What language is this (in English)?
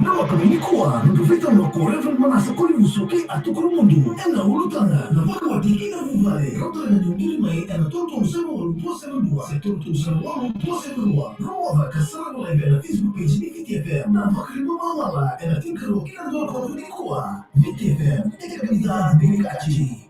Fijian